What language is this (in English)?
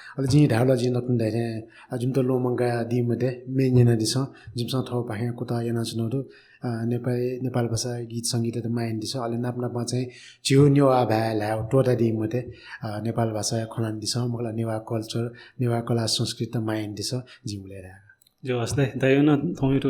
Newari